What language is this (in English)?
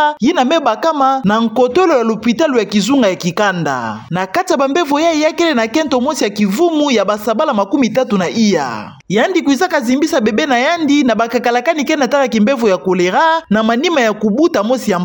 Kituba (Democratic Republic of Congo)